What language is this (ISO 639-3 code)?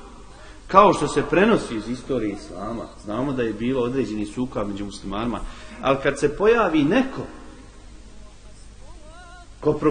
bos